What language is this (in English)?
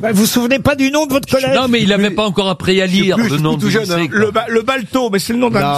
French